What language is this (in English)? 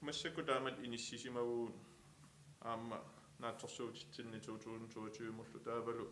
Kalaallisut